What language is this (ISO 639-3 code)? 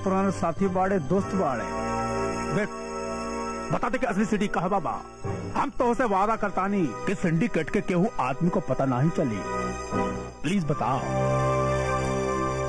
bho